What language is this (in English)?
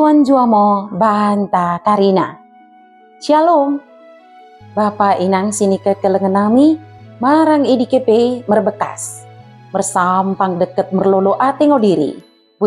Batak Dairi